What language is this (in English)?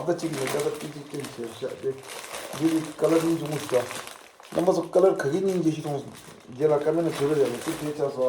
Tibetan